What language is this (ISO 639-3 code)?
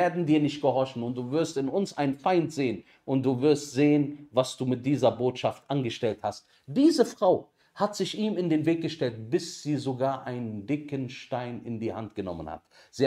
deu